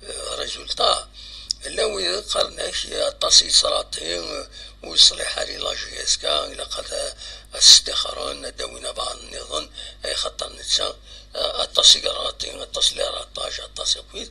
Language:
Kabyle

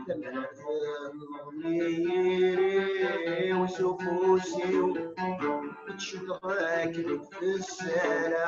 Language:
Kabyle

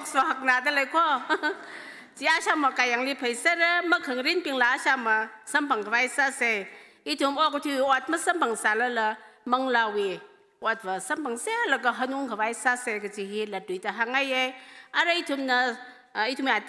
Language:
Tangkhul Naga (India)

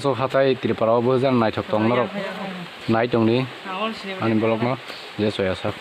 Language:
Kok Borok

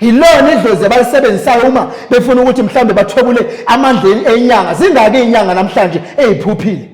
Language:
Zulu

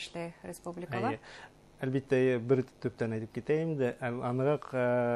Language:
Bashkir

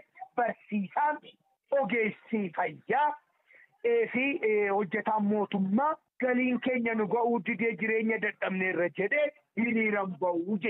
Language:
Oromo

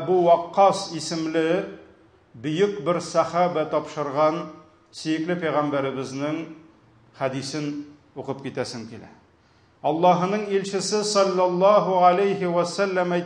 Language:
Tatar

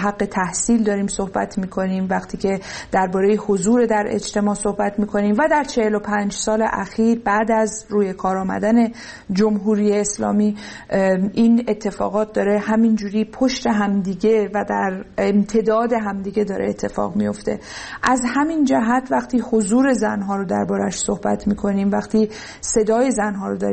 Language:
Persian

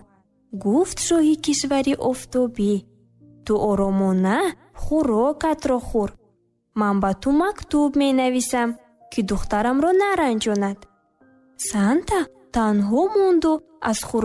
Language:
Tajik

